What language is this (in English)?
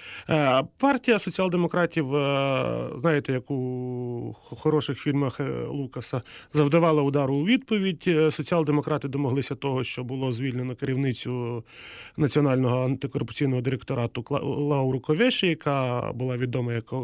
Ukrainian